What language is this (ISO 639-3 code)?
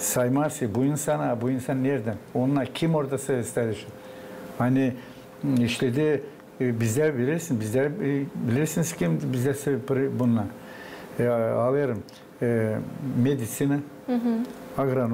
gag